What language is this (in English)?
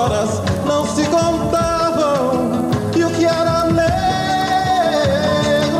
Portuguese